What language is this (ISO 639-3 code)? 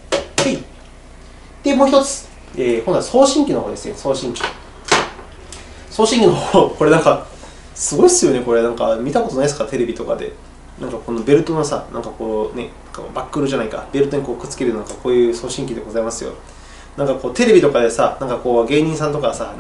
jpn